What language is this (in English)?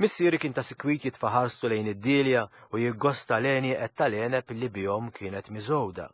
Maltese